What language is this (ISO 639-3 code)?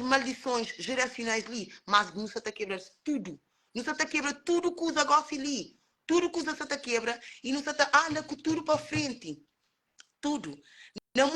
kea